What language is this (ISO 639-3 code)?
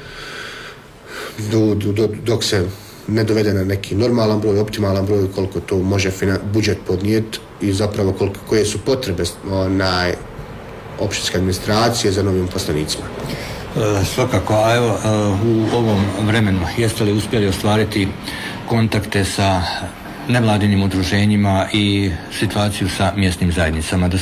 hrv